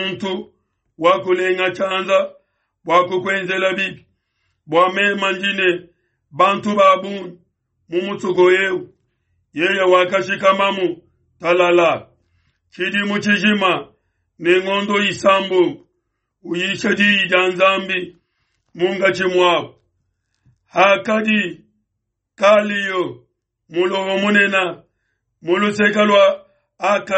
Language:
Luba-Lulua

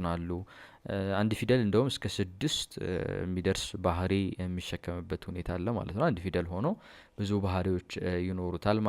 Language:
Amharic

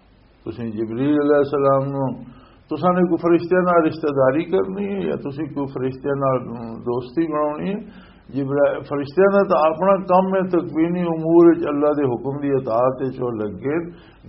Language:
Western Panjabi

